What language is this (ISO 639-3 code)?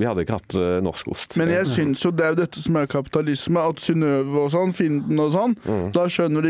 nor